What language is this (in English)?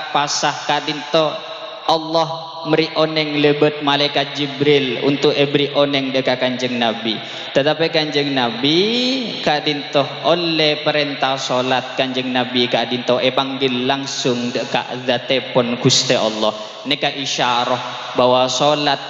Madurese